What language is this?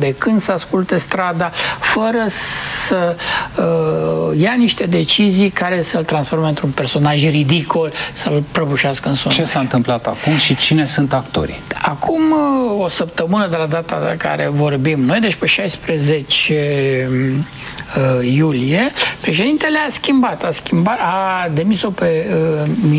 Romanian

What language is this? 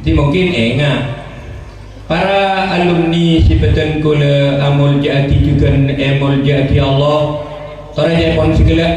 Madurese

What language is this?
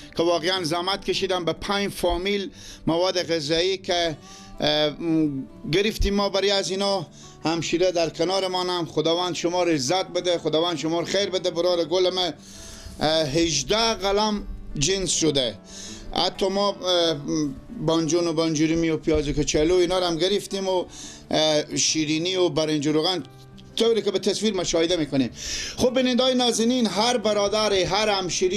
Persian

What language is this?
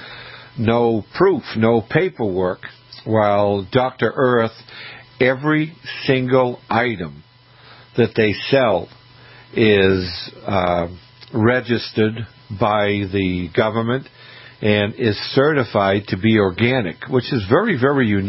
English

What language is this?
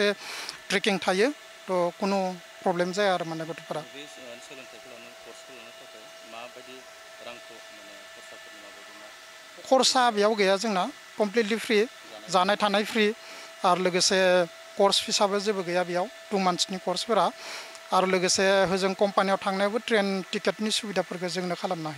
Bodo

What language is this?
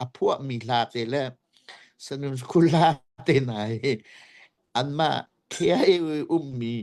Hakha Chin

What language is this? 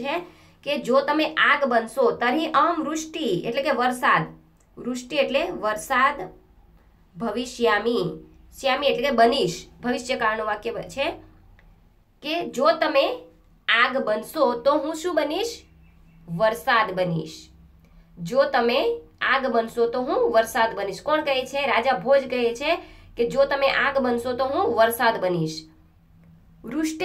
Gujarati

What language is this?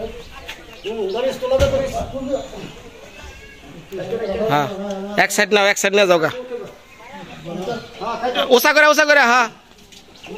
Bangla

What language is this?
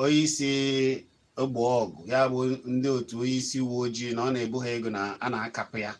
Igbo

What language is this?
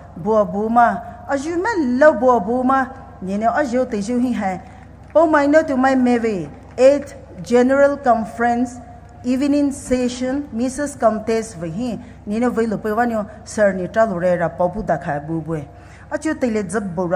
Poumei Naga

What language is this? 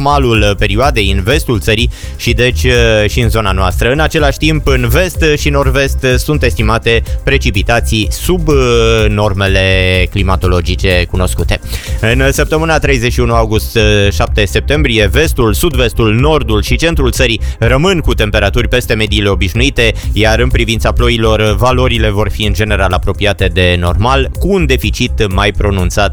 Romanian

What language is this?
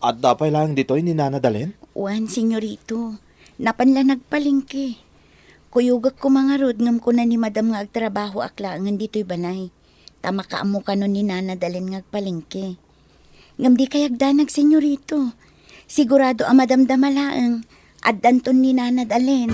Iloko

